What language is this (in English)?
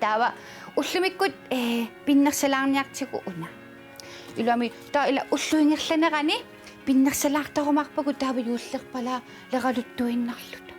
Kalaallisut